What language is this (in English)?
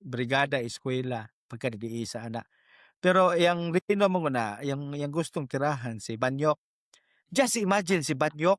Cebuano